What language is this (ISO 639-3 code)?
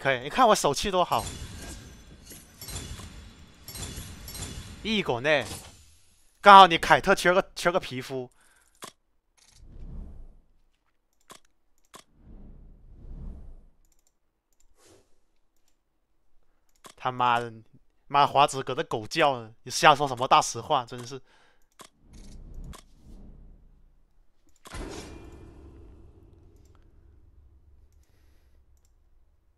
zho